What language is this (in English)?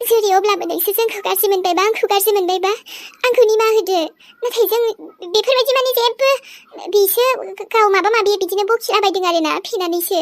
Bodo